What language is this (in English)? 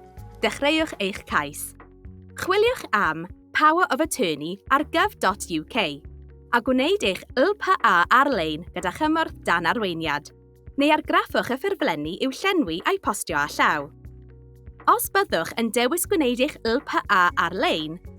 Welsh